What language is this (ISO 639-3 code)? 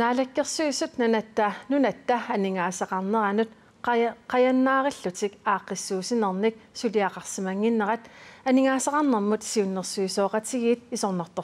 kal